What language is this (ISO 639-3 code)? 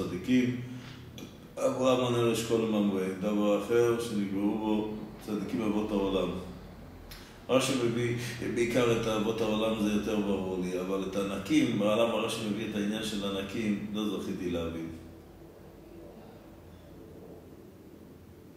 heb